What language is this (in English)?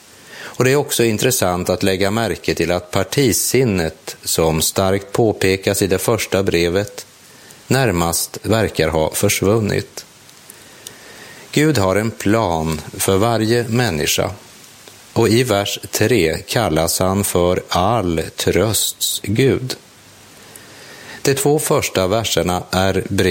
Swedish